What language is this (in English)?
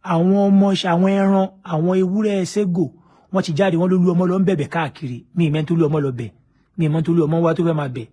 Yoruba